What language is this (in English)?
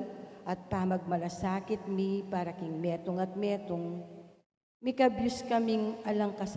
Pampanga